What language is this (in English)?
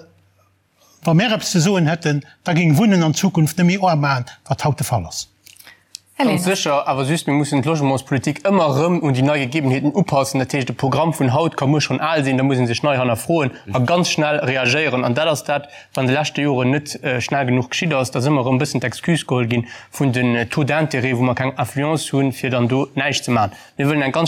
Luxembourgish